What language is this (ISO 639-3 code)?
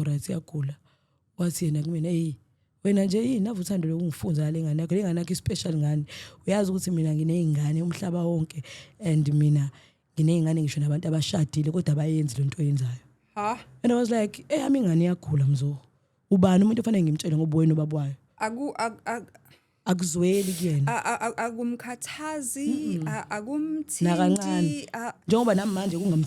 zul